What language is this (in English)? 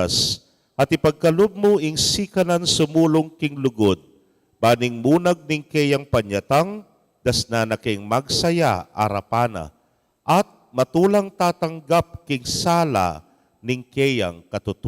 Pampanga